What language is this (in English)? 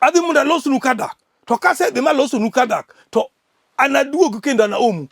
Luo (Kenya and Tanzania)